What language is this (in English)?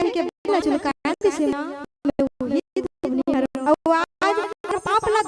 Chhattisgarhi